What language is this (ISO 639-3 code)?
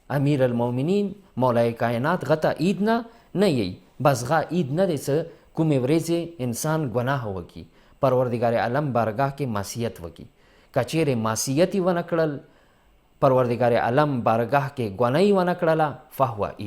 pus